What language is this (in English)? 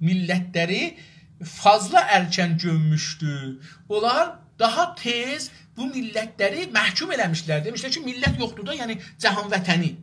South Azerbaijani